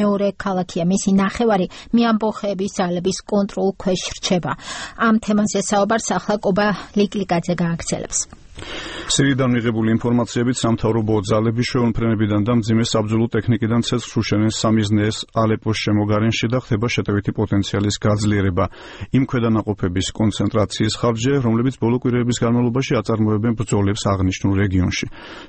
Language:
Georgian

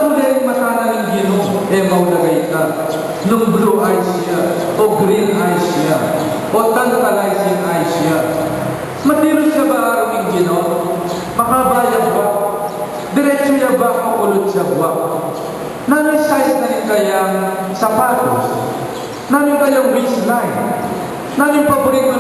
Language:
Pampanga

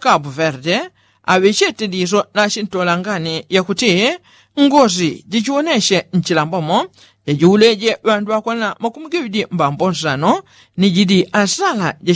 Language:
Yao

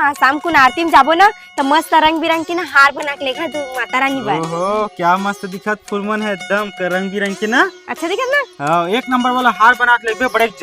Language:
Chhattisgarhi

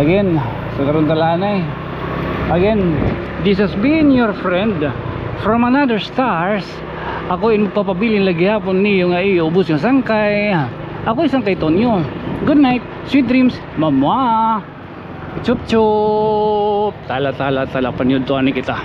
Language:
Waray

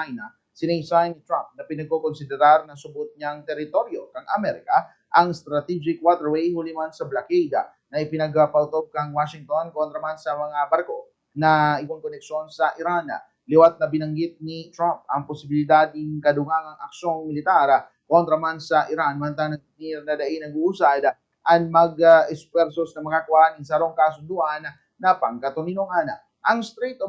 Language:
Bikol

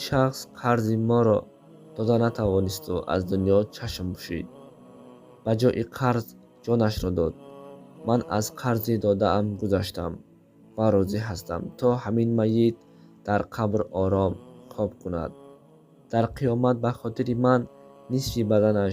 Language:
Tajik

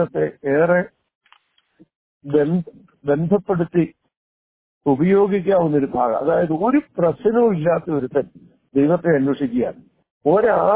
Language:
Malayalam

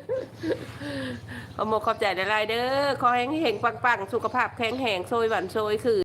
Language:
Lao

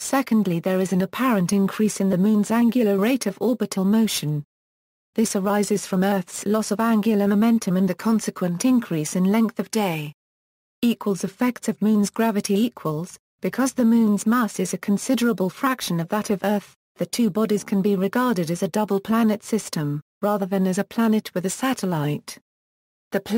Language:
English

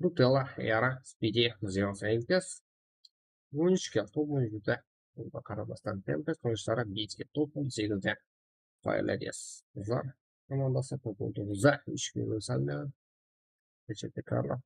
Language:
Kara-Kalpak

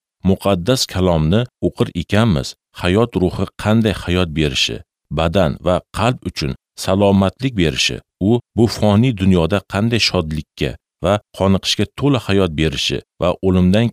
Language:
Uzbek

